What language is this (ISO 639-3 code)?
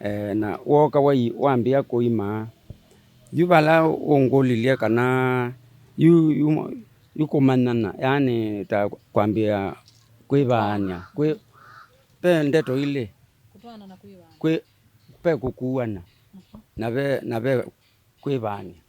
kam